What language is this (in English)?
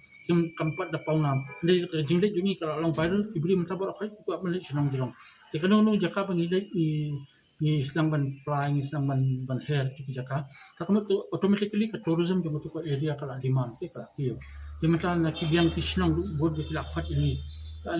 Khasi